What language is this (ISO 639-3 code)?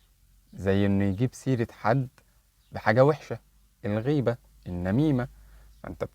arz